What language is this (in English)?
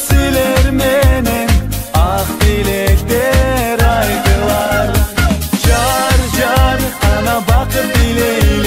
Kyrgyz